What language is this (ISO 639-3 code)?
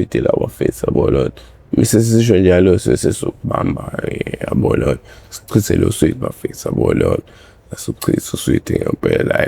zul